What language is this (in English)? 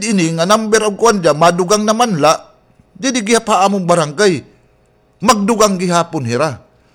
Waray